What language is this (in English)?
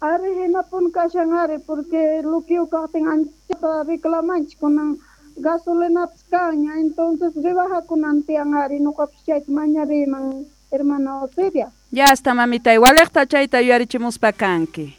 South Bolivian Quechua